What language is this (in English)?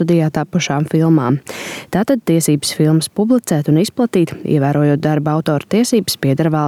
Latvian